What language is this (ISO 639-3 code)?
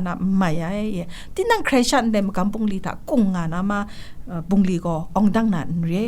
kac